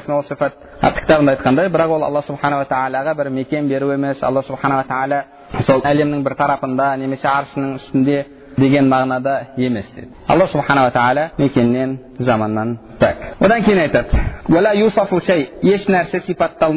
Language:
Kazakh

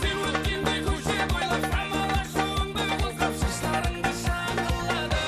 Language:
Kara-Kalpak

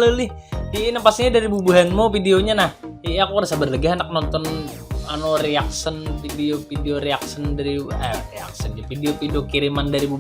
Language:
Banjar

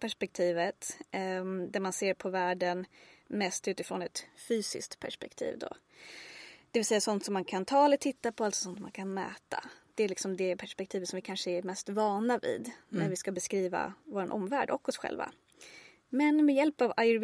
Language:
Swedish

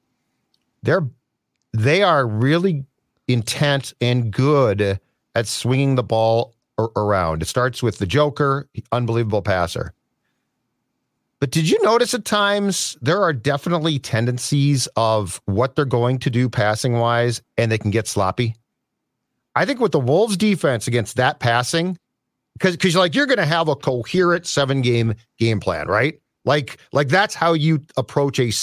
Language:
English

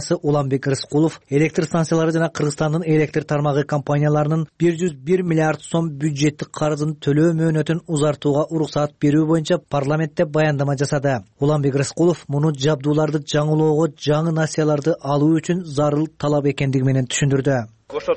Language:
Kyrgyz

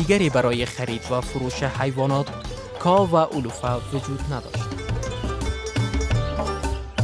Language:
Persian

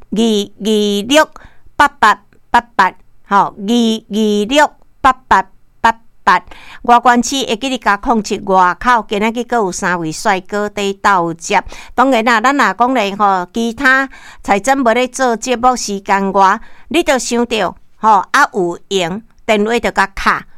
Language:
Min Nan Chinese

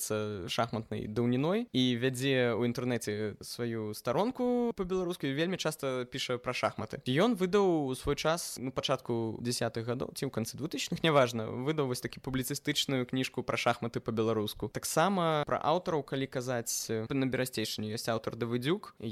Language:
Belarusian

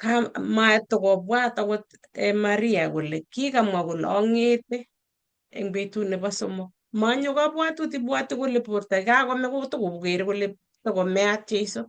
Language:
Kalenjin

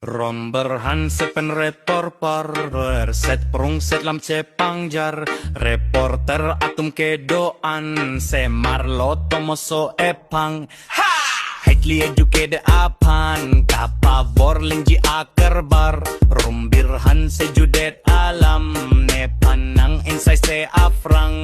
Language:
Karbi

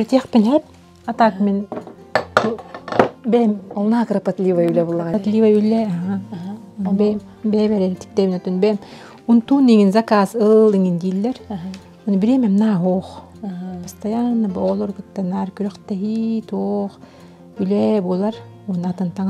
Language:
Yakut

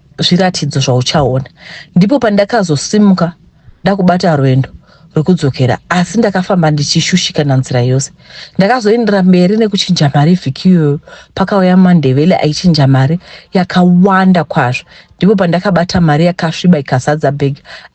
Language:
Shona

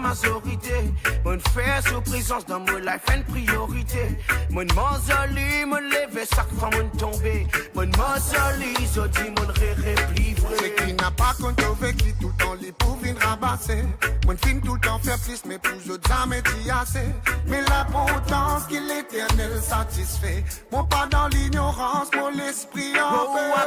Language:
Morisyen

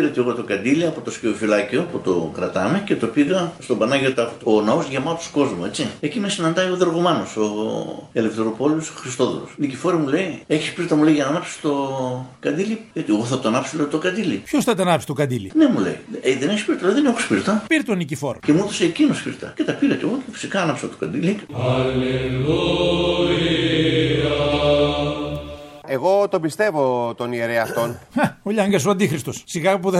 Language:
Greek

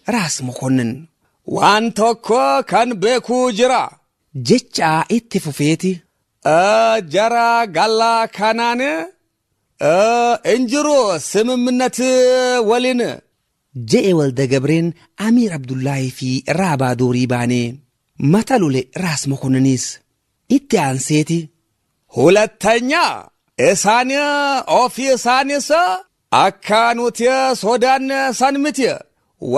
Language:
Oromo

